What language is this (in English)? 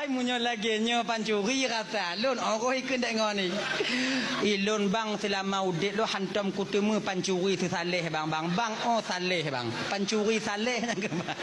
Achinese